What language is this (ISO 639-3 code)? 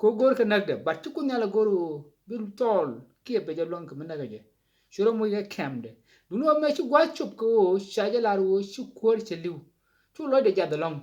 nus